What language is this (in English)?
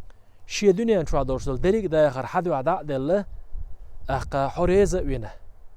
Chechen